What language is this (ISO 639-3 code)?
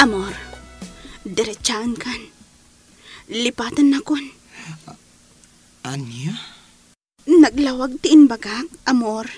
ilo